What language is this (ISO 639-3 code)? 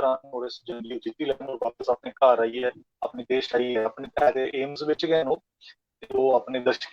doi